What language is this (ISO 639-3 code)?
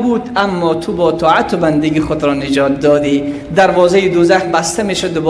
fas